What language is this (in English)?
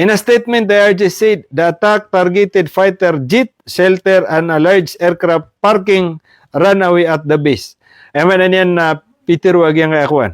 Maranao